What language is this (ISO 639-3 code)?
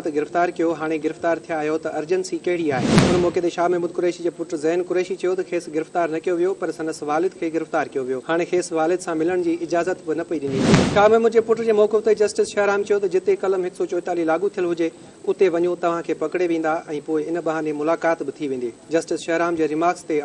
snd